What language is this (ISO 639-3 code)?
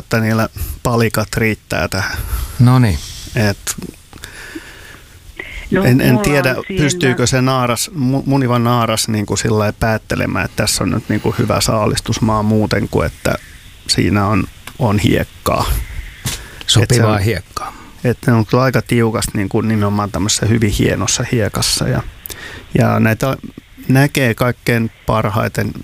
fin